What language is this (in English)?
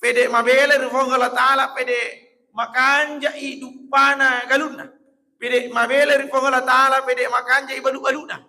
Buginese